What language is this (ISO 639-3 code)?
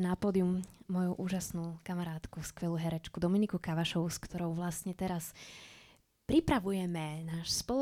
slk